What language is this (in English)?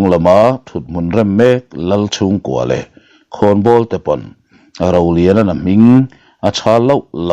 Mizo